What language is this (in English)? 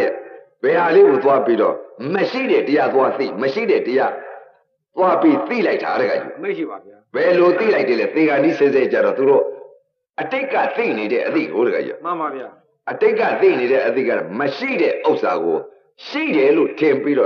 Burmese